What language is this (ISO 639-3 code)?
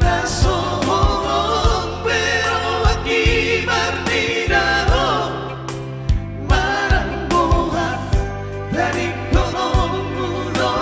bbc